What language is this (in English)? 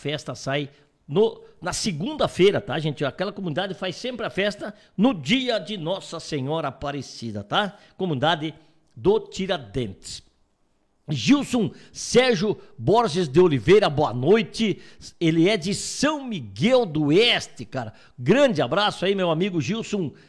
Portuguese